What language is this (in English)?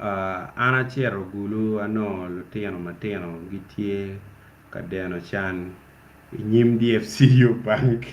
Acoli